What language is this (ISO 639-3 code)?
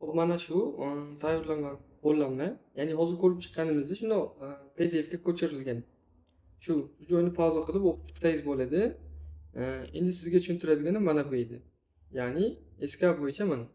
uzb